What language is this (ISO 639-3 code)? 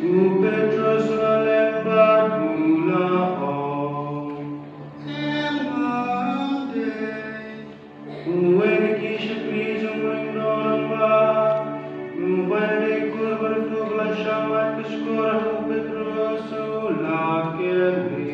kha